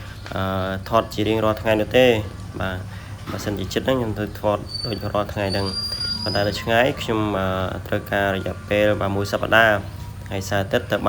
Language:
Khmer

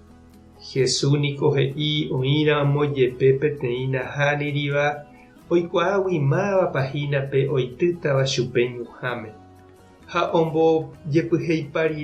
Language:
Guarani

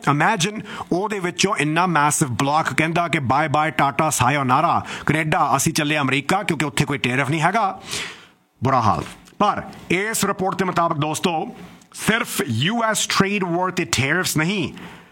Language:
Punjabi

